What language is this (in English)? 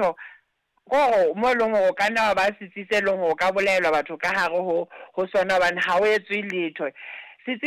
Southern Sotho